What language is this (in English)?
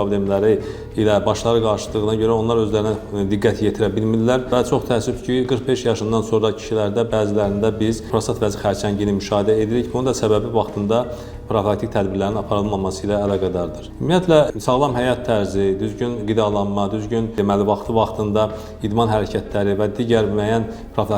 Azerbaijani